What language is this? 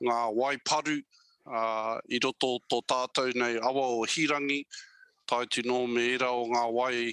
Māori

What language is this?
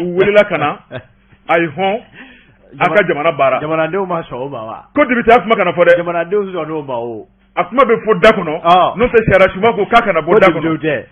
Bambara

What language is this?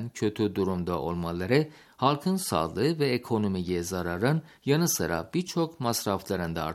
Turkish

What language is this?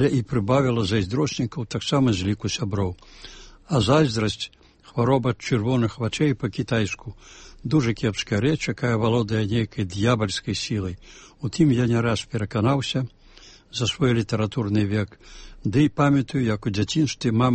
Belarusian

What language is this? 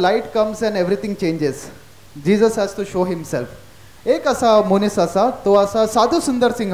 Konkani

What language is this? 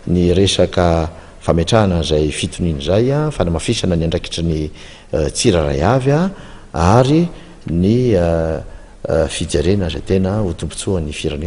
Malagasy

